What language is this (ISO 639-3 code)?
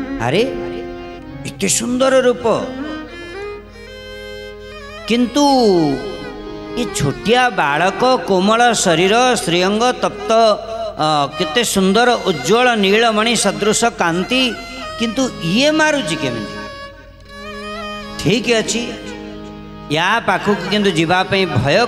ori